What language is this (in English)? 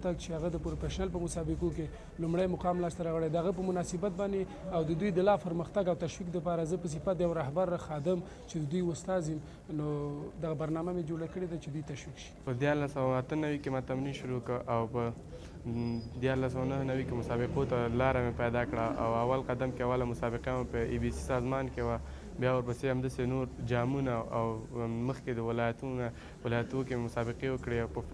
Pashto